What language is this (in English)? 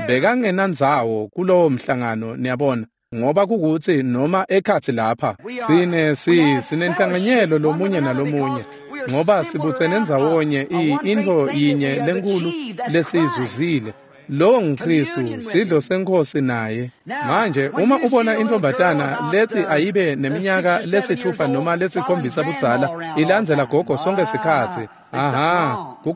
Swati